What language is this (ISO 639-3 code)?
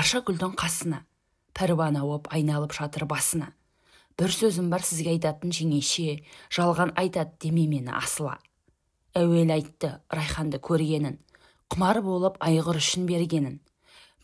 kaz